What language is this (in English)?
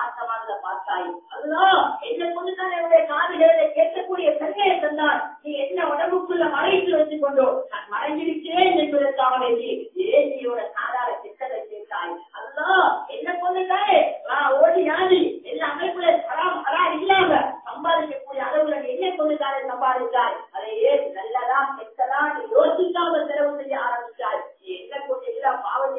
Tamil